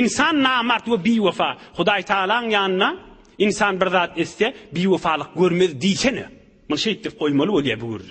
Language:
Turkmen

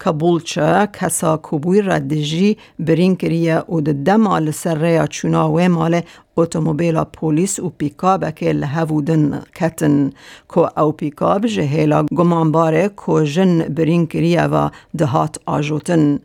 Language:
Kurdish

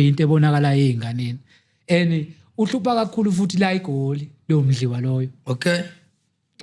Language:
Zulu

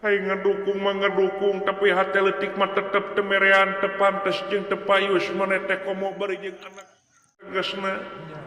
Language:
Sundanese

